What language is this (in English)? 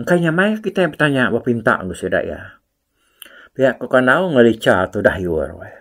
Iban